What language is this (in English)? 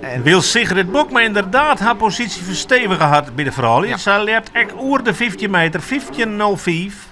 Western Frisian